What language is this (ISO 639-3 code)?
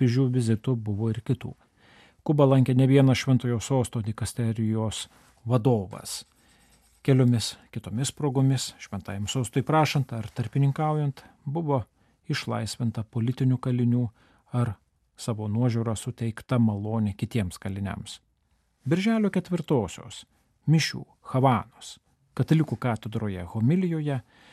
lit